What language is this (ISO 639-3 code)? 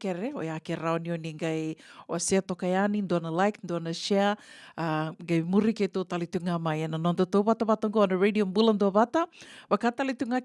fij